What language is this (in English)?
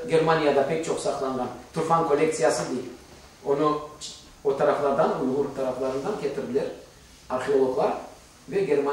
Crimean Tatar